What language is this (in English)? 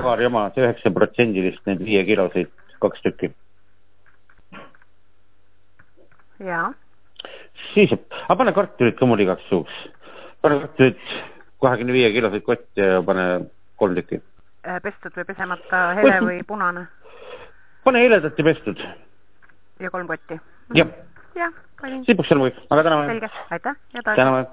Estonian